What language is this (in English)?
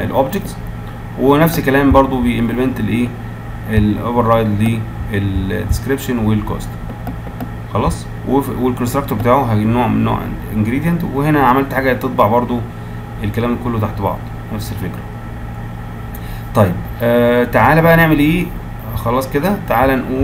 Egyptian Arabic